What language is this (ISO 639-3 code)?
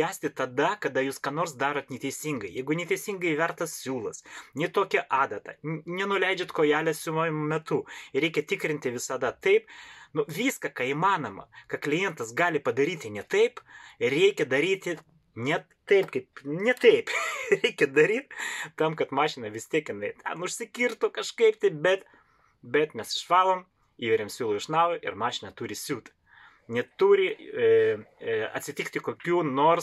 lit